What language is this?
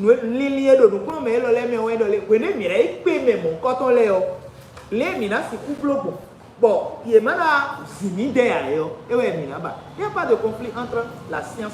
Fon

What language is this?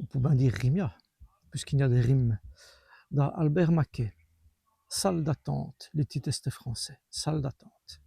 Walloon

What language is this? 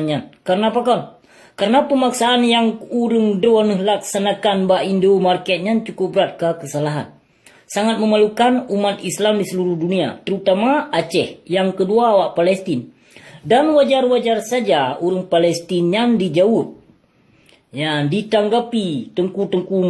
Achinese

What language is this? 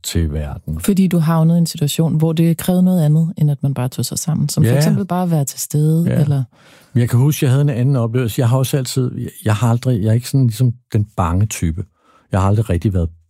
Danish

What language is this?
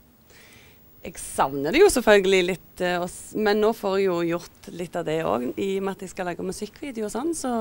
Norwegian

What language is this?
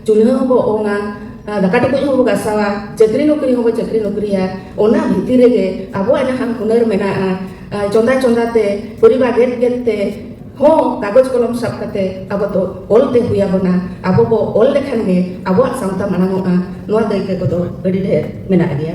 Santali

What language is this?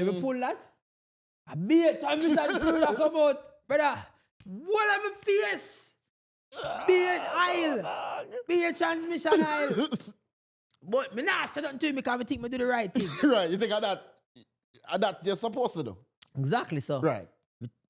Jamaican Creole English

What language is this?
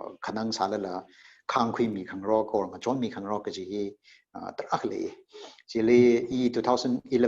Tangkhul Naga (India)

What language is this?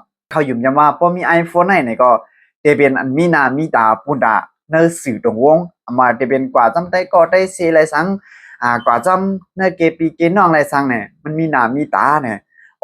Shan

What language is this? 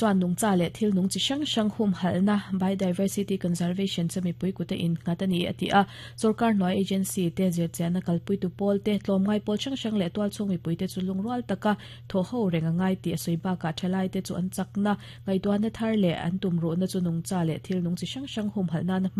Mizo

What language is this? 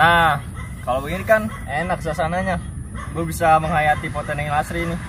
Betawi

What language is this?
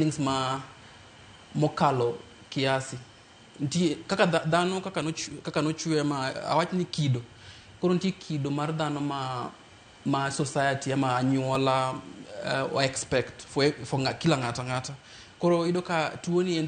Luo (Kenya and Tanzania)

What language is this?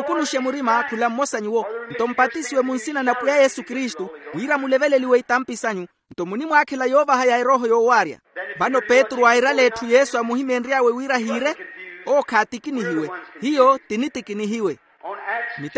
Makhuwa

